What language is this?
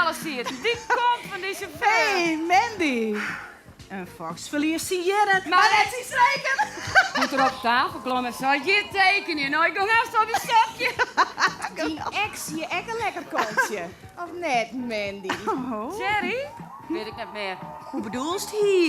Western Frisian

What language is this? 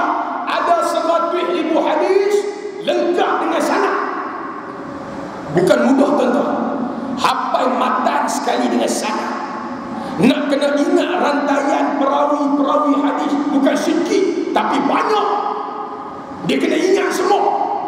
Malay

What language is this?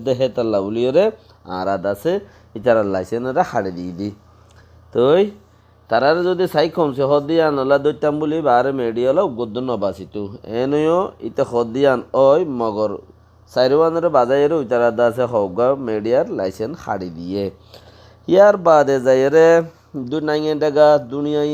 Rohingya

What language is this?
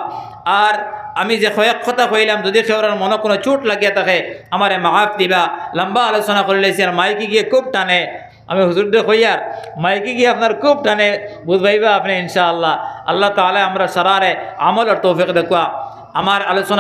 Sylheti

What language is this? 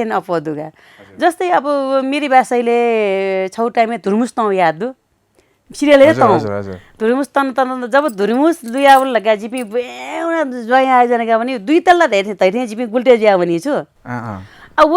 Newari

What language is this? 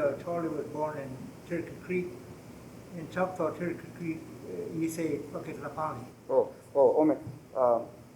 Choctaw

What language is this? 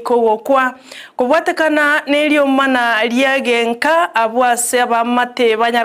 Gusii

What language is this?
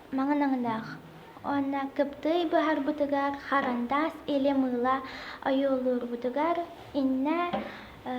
Yakut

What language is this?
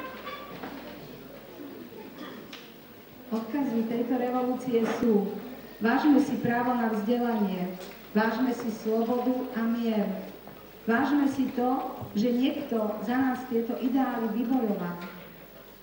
Slovak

